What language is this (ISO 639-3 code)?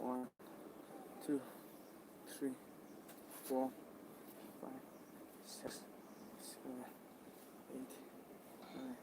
mni